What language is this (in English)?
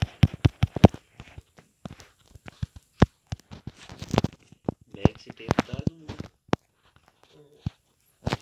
Hindi